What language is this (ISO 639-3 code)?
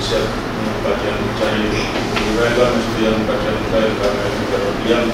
pon